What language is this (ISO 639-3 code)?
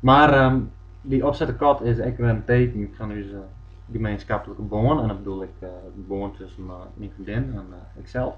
fry